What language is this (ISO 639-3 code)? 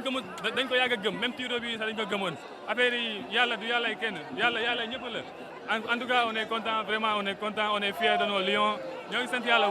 wol